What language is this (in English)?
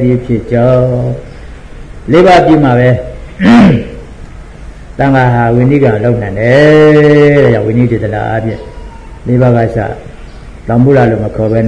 Burmese